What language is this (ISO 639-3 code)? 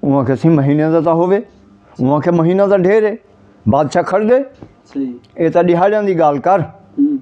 skr